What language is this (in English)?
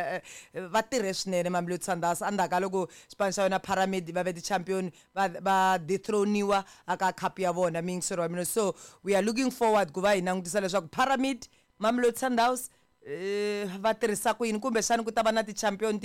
Tsonga